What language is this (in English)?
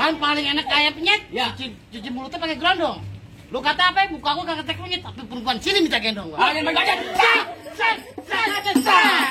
Betawi